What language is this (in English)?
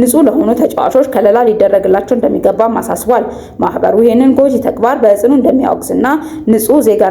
Amharic